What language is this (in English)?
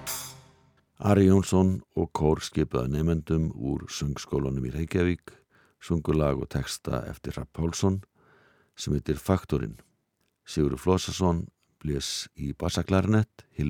Icelandic